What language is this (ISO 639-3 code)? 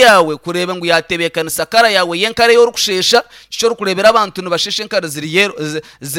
nyn